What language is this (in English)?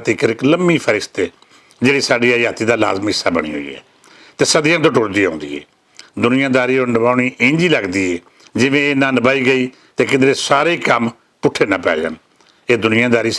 Western Panjabi